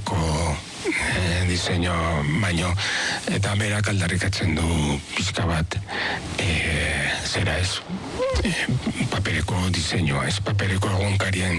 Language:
Basque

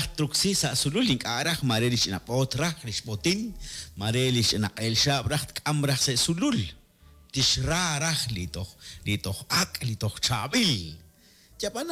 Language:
Kekchí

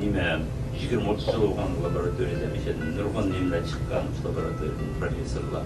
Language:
Uyghur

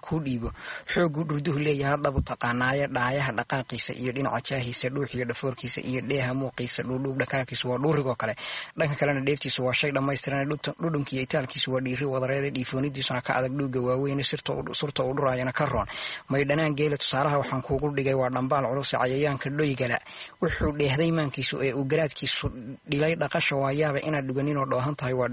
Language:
Somali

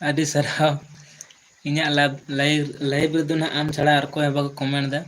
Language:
Santali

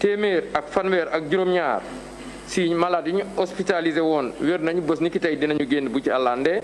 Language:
Wolof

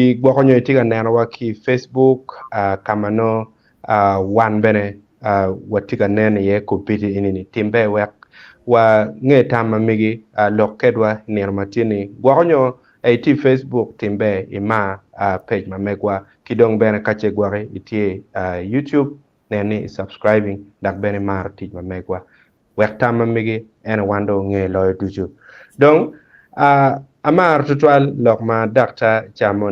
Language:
Acoli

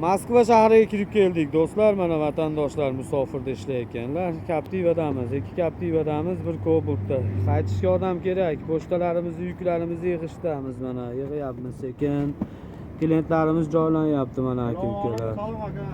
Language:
Uzbek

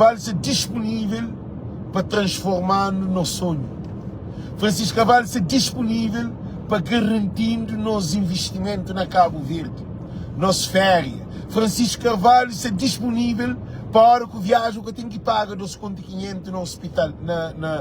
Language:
Kabuverdianu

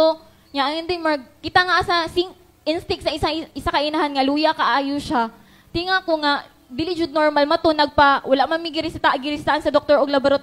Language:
Cebuano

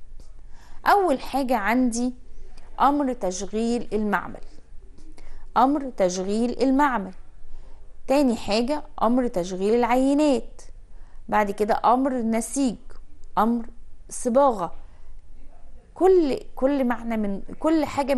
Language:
Egyptian Arabic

